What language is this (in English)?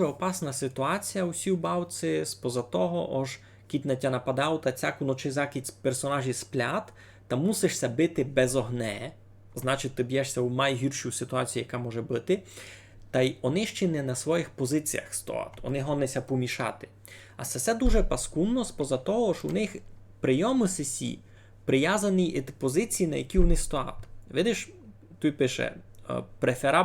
Rusyn